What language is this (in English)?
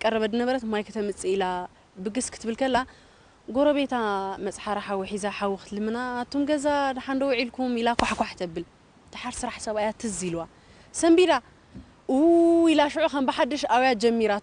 Tigrinya